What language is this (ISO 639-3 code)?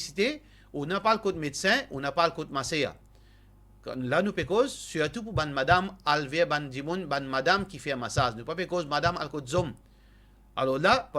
mfe